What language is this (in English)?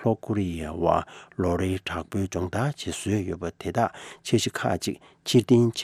Tibetan